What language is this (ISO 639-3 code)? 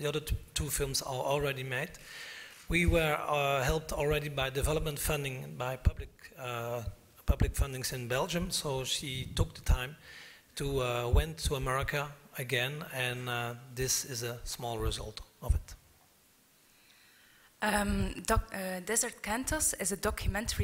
eng